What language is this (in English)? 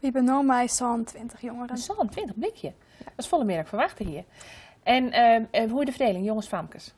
Western Frisian